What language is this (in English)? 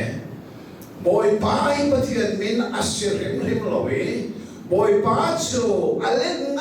Hakha Chin